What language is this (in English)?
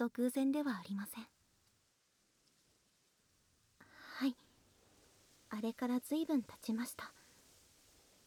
Japanese